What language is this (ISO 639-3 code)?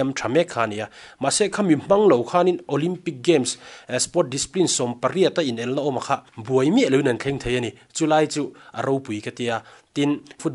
lus